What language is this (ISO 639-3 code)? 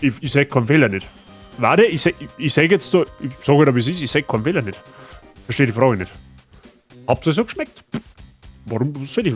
bar